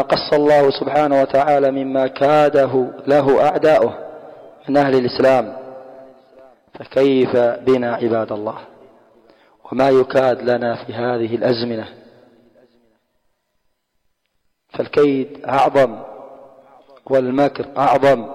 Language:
Arabic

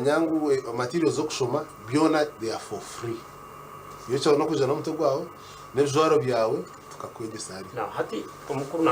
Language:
Nyankole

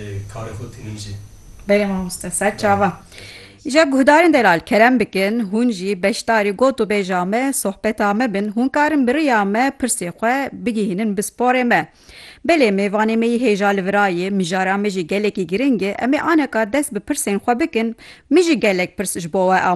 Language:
Kurdish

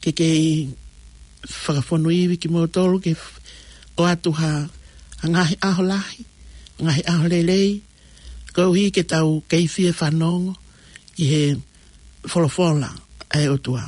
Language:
Tongan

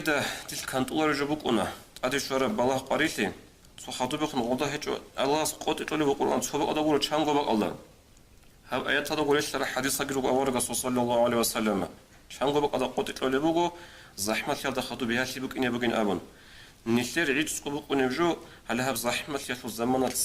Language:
Avaric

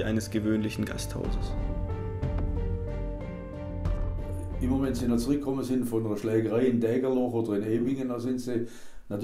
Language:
German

